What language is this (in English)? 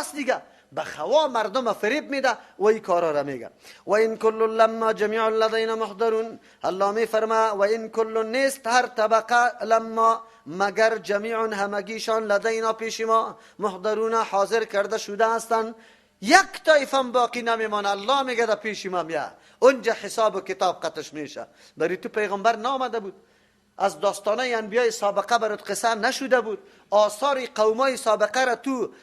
Persian